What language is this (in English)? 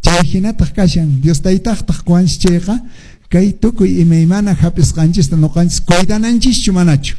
Quechua